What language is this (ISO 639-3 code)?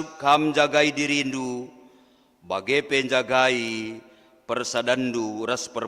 btx